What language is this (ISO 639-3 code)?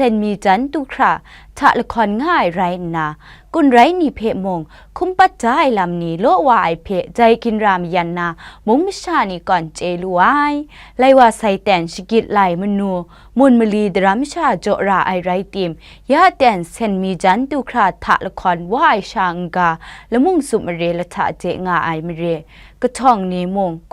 kac